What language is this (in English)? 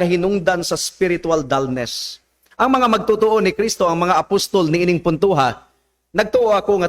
Cebuano